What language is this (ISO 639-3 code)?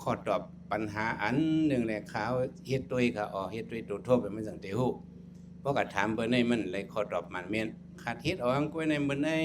shn